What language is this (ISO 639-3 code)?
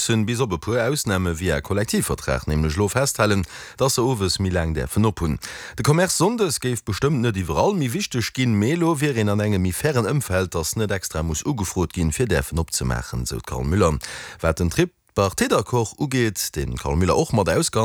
ltz